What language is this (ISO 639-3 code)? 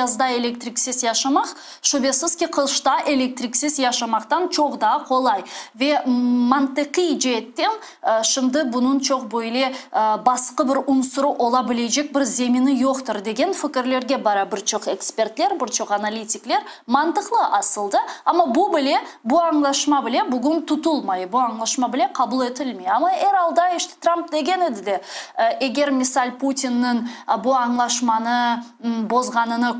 crh